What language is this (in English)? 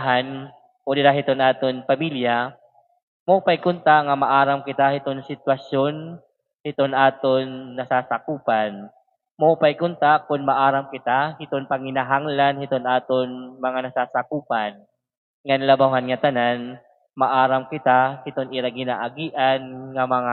Waray